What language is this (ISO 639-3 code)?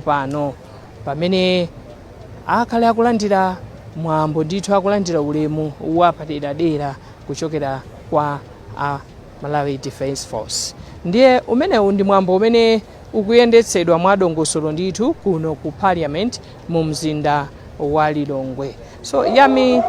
nya